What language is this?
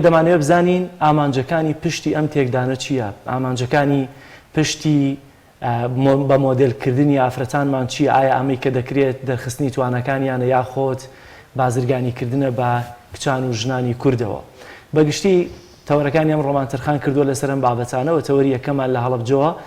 Central Kurdish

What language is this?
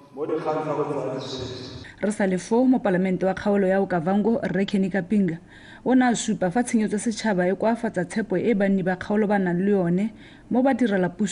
Tswana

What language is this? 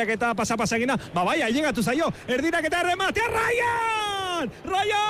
Basque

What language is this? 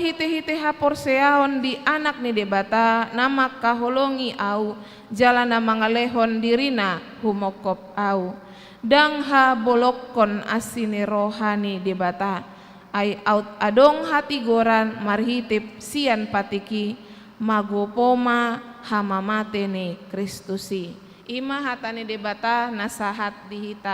Batak Toba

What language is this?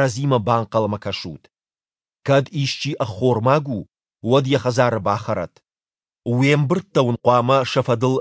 Ossetic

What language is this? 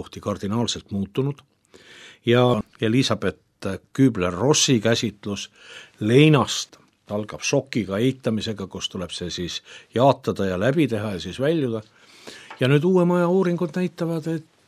Estonian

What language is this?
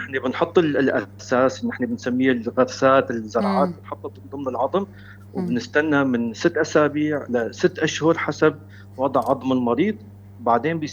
North Levantine Arabic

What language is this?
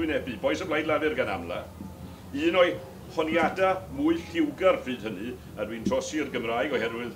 Welsh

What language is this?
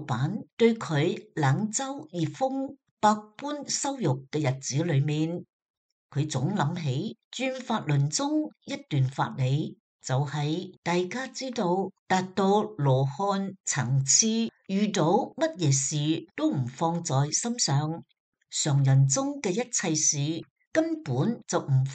Cantonese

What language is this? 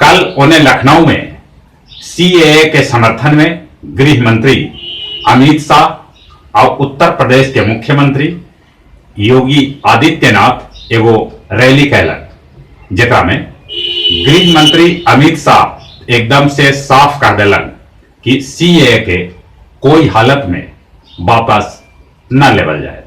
Magahi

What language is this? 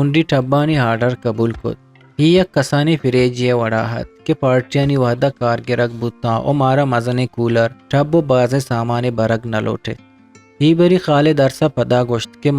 Eastern Balochi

